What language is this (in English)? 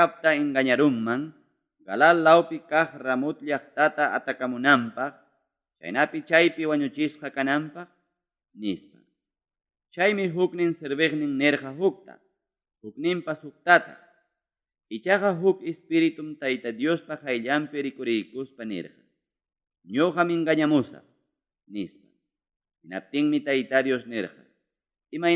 Ayacucho Quechua